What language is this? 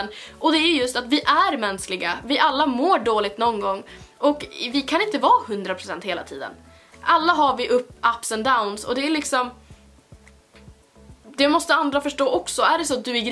Swedish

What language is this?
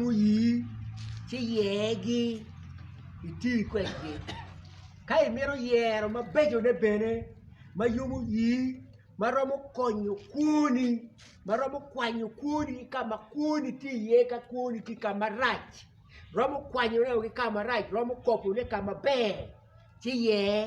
Acoli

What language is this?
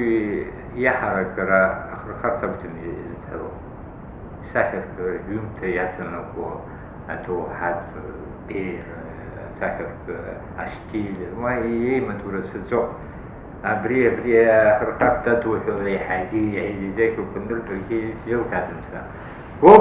Abkhazian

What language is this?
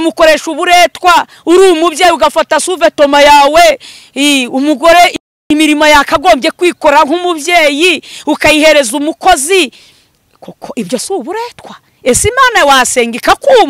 Kinyarwanda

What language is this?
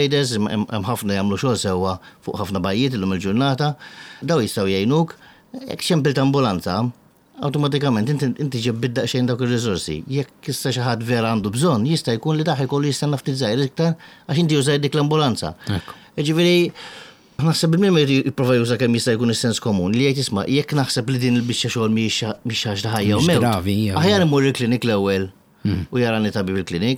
Maltese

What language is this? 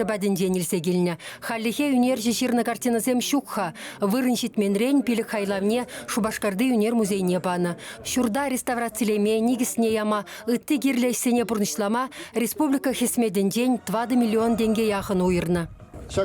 Chuvash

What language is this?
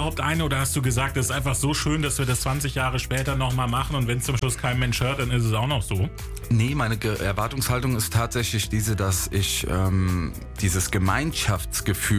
German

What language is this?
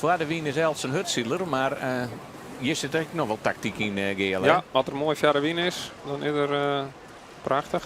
Western Frisian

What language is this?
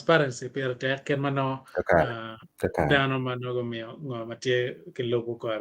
Acoli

